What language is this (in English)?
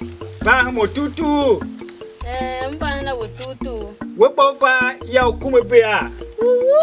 Tiv